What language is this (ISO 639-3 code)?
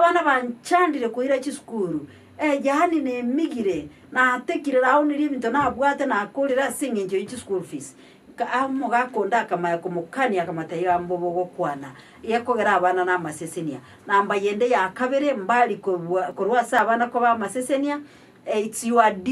guz